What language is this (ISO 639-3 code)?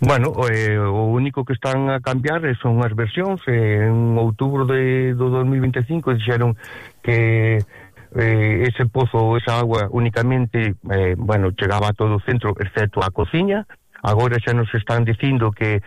glg